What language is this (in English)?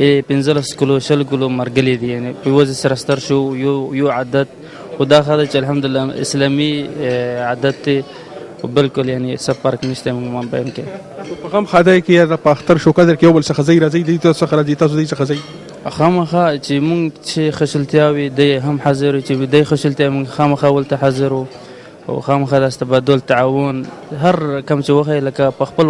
Pashto